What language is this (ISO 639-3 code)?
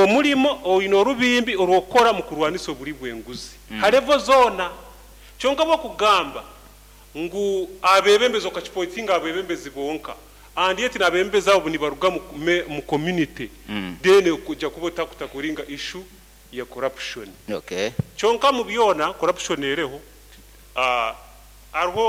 nyo